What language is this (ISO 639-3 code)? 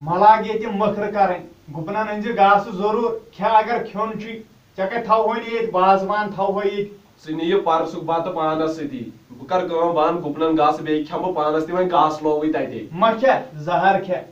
kas